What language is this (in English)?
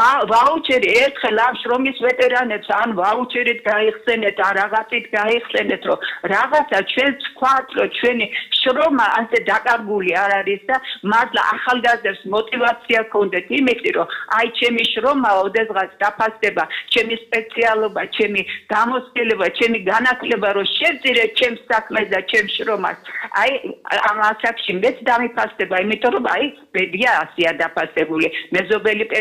Georgian